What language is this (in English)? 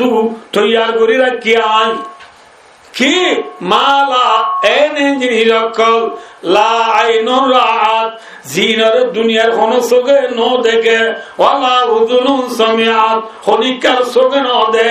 Rohingya